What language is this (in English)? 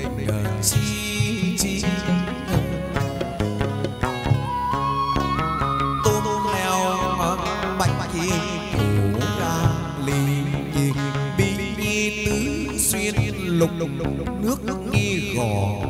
Vietnamese